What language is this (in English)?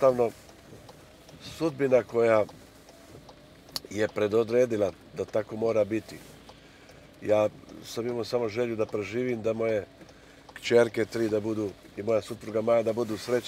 Serbian